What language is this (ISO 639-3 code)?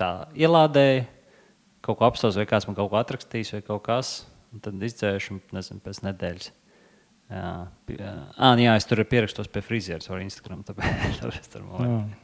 lav